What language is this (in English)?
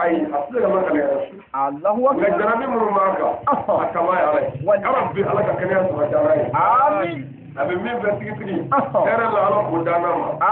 Bambara